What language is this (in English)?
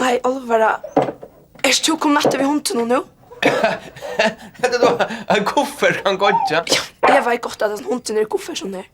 Faroese